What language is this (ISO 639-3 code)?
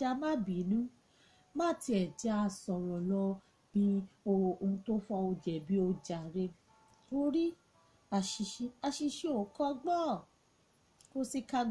yor